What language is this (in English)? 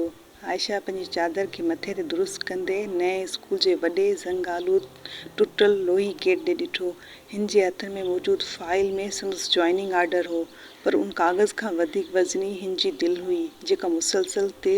Sindhi